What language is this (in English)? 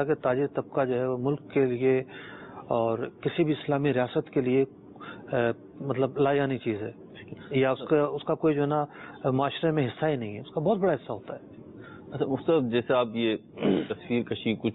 Urdu